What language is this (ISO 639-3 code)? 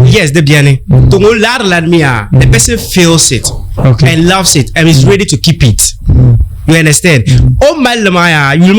dag